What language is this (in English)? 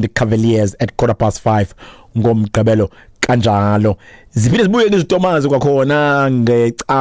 Xhosa